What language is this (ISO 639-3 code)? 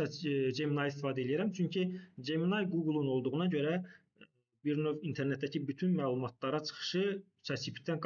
aze